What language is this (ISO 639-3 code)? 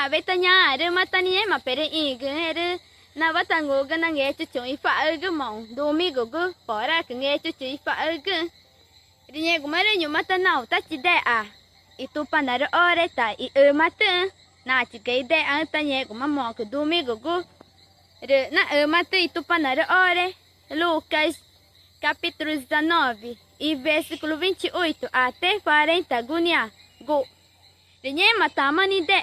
tca